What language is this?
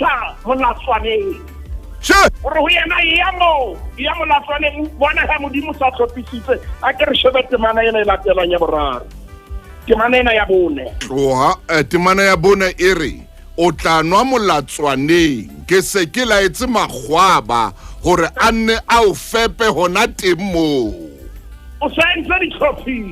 Southern Sotho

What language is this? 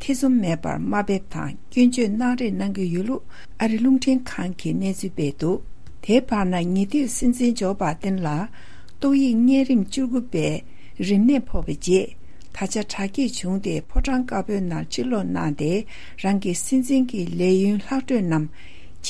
Tibetan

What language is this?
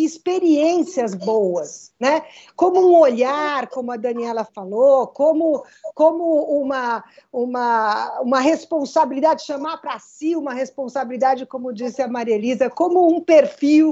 Portuguese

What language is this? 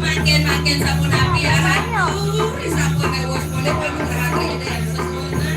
Balinese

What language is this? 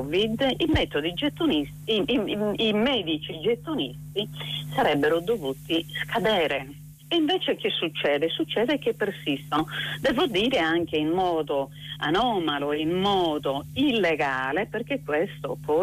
Italian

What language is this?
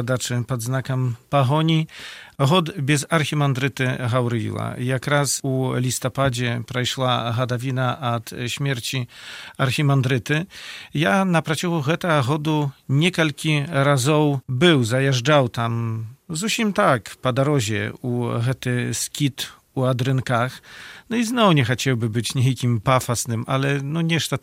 Belarusian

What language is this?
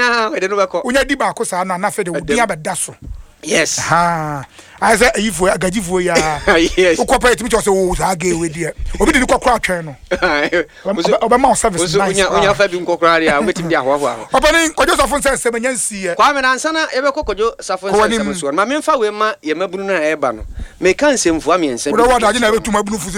Akan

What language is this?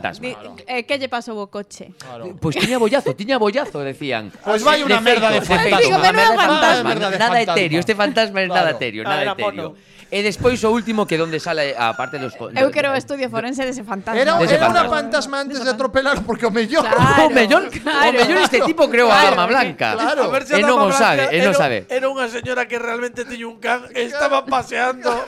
Galician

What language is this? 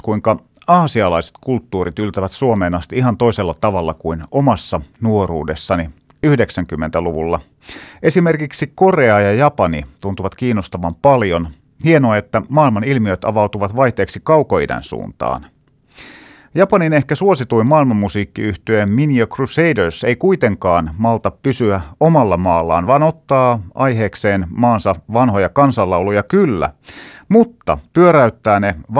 Finnish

